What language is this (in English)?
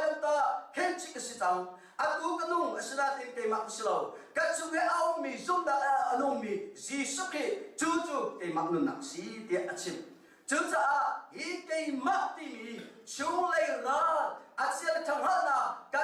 Hakha Chin